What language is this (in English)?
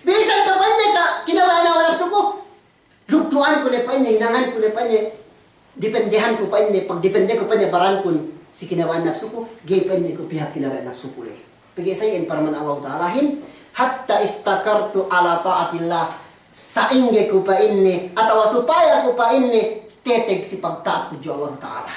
Yakan